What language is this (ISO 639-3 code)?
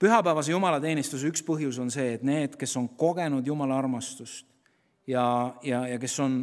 est